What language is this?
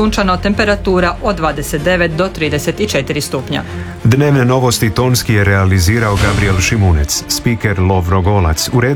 Croatian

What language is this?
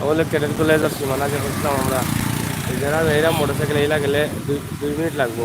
Sylheti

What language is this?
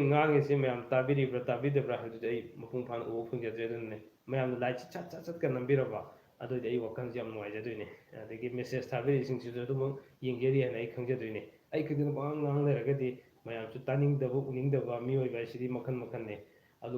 Manipuri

